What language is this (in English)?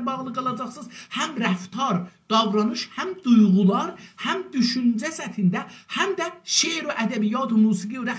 South Azerbaijani